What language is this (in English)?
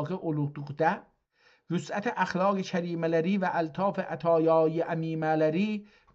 South Azerbaijani